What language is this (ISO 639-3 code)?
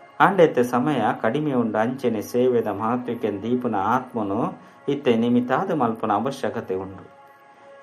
tcy